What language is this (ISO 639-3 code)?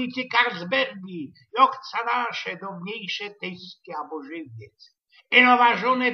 szl